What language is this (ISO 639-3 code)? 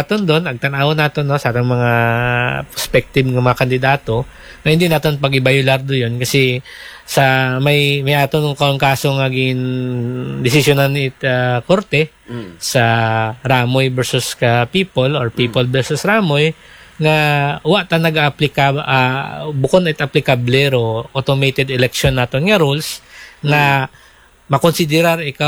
akl